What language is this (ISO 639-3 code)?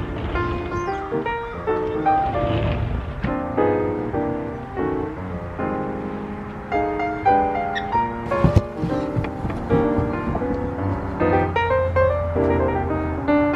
yid